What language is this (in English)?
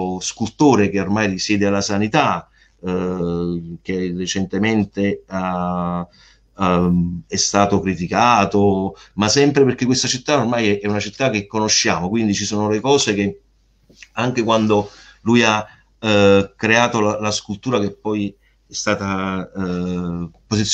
Italian